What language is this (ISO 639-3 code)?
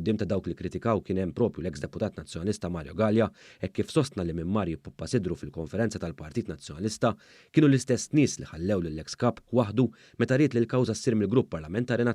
mlt